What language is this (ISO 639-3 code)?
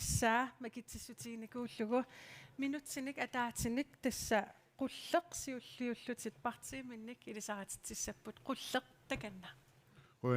kal